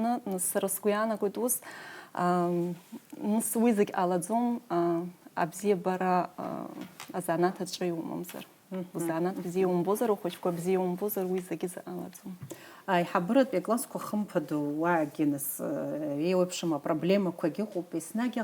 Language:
Abkhazian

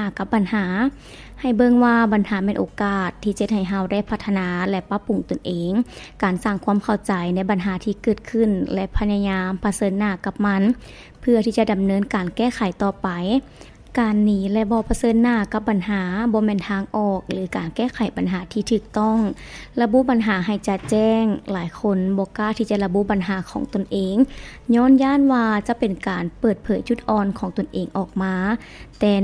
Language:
Lao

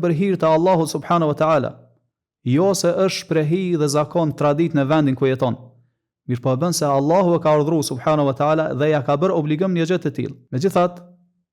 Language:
Albanian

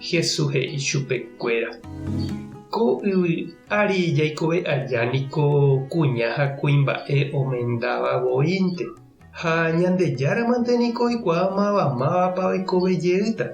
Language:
Guarani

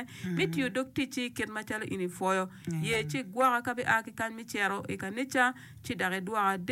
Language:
Acoli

